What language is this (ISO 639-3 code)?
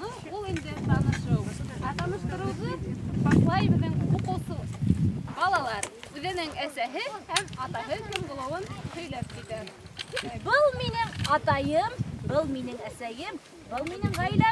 bak